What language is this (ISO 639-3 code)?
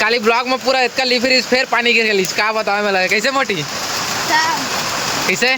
hne